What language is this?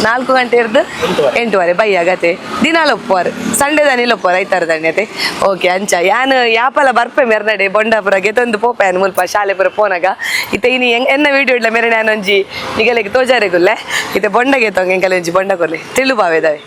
Tulu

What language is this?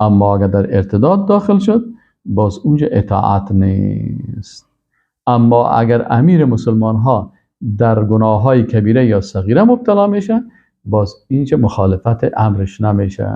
Persian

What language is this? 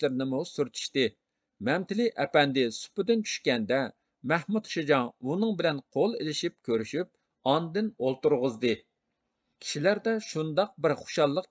Uyghur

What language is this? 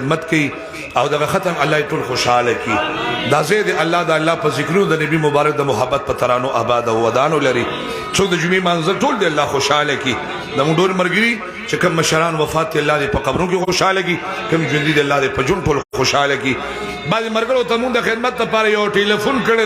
Pashto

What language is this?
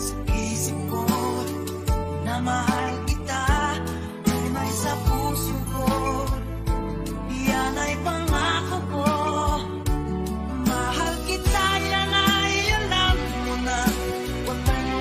Filipino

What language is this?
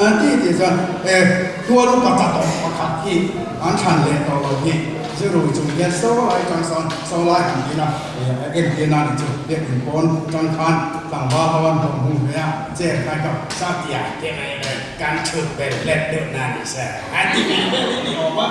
Mizo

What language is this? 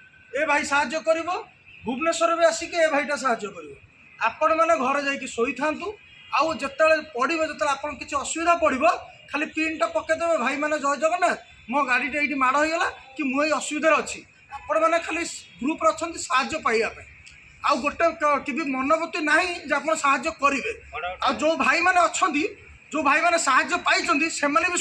Odia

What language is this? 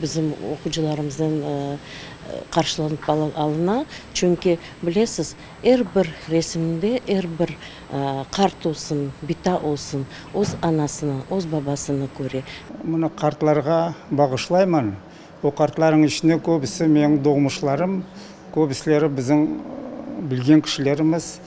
Crimean Tatar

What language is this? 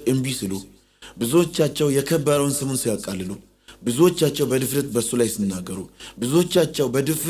Amharic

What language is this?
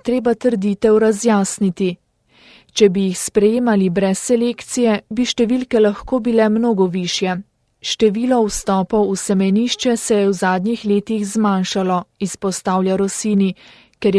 Slovenian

